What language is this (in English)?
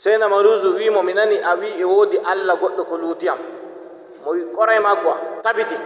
Nigerian Fulfulde